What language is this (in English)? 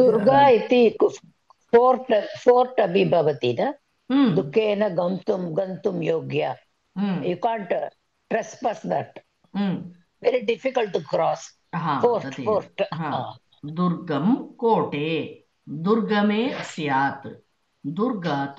Sanskrit